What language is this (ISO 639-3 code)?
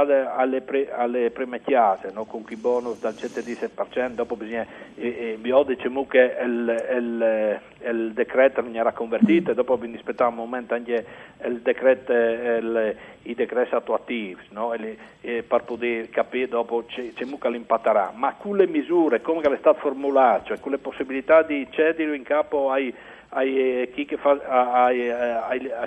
fur